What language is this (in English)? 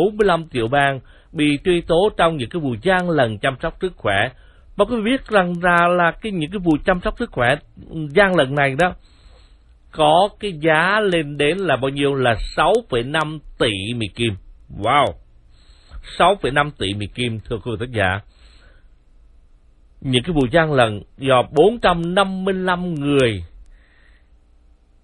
Vietnamese